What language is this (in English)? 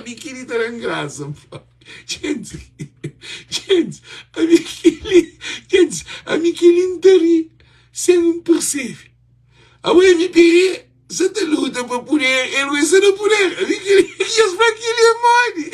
Kabuverdianu